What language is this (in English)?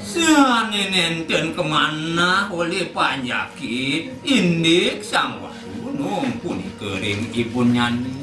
Balinese